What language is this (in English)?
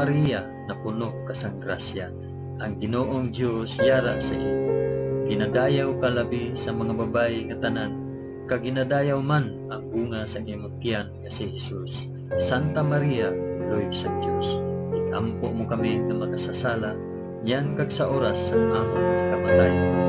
Hiligaynon